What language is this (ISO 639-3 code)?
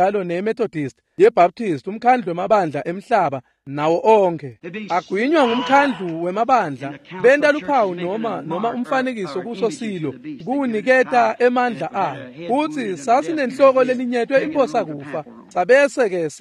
ssw